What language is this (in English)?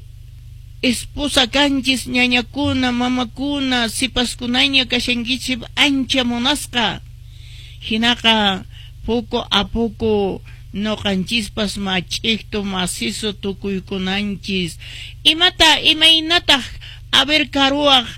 Quechua